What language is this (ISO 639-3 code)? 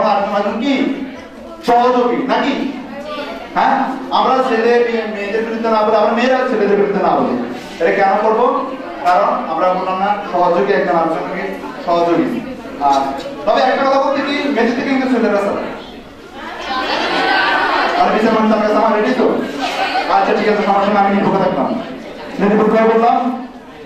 ben